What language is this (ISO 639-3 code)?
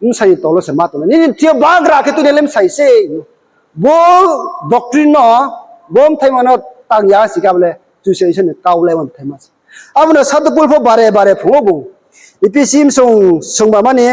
ria